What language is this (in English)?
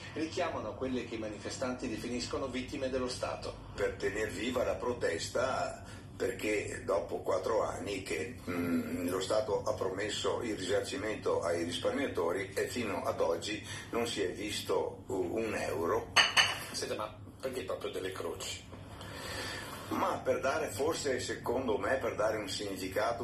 Italian